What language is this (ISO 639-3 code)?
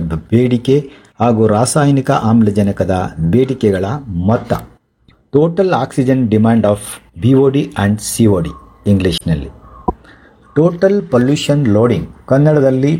kan